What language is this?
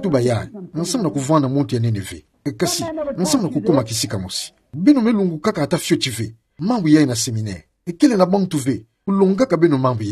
Kituba (Democratic Republic of Congo)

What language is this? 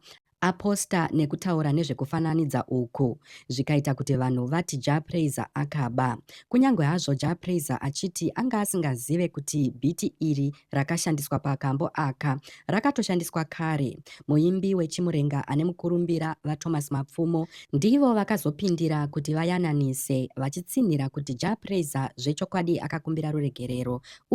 Shona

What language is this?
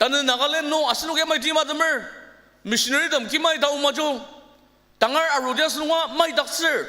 Ao Naga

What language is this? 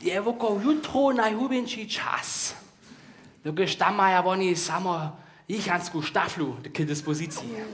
Upper Sorbian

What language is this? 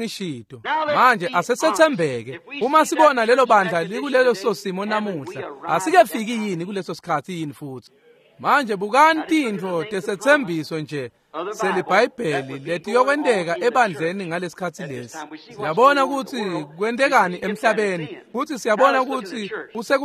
Swati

